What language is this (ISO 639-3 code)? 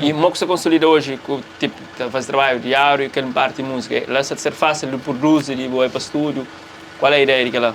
kea